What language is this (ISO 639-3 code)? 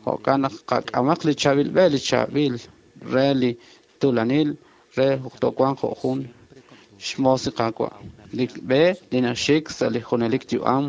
kek